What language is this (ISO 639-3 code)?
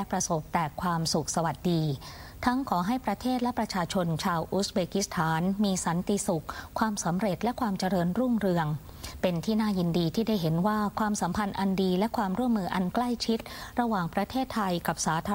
tha